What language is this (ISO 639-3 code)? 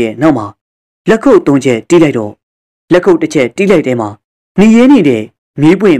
mya